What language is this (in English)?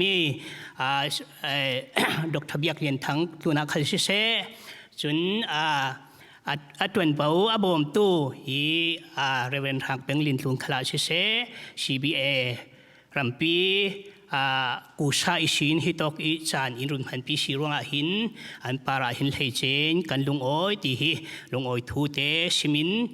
Falam Chin